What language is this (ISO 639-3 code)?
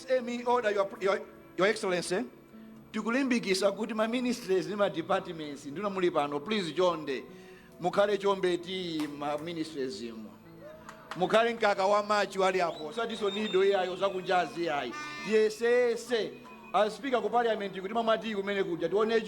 nya